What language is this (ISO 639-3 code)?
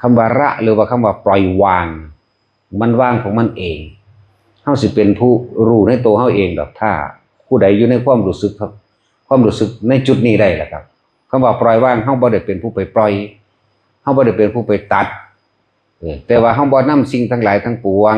tts